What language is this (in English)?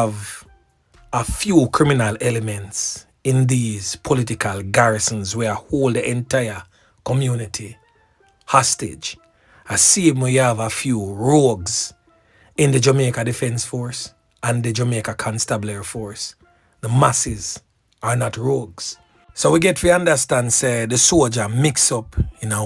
Jamaican Creole English